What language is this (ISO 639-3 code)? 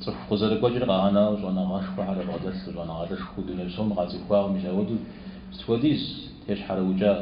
kbd